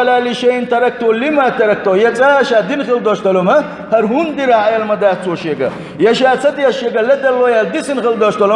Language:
Chechen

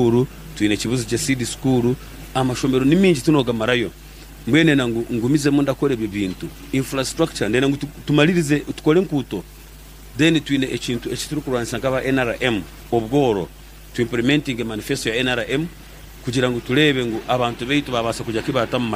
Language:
Nyankole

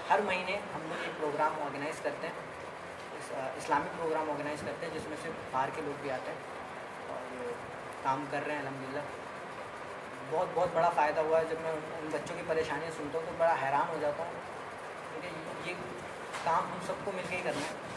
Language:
Urdu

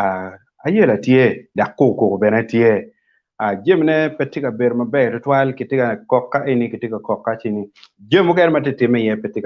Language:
Acoli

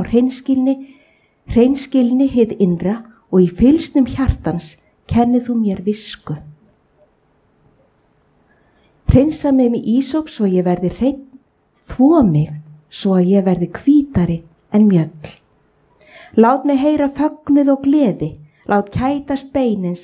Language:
Icelandic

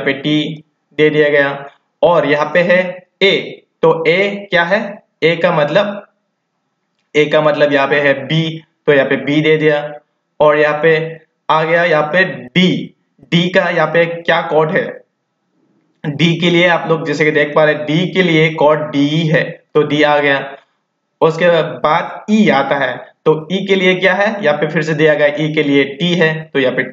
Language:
Hindi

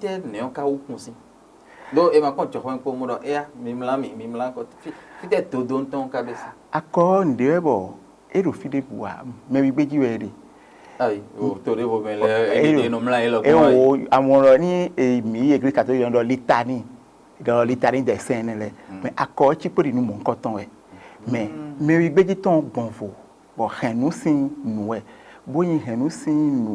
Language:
Fon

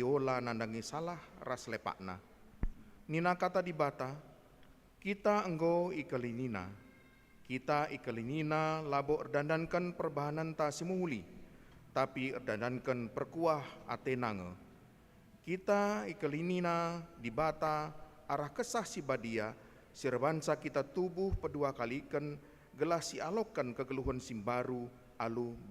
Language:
Batak Karo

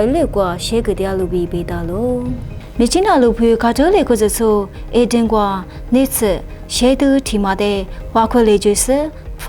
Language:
Lisu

